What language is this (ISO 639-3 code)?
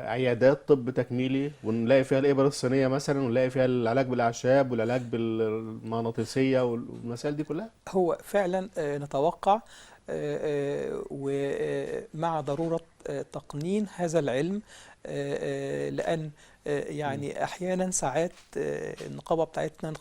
arz